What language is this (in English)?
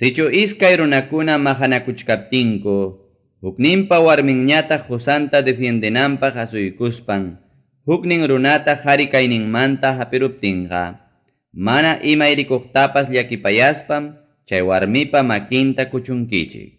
Ayacucho Quechua